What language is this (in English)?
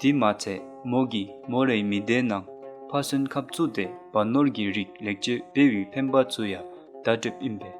Dzongkha